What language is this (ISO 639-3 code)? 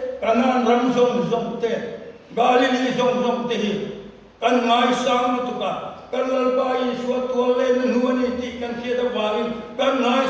lus